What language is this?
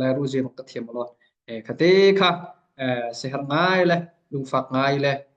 Hakha Chin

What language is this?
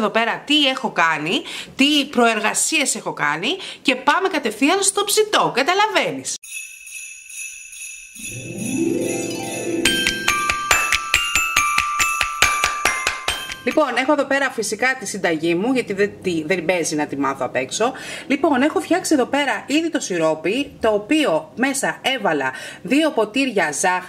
Greek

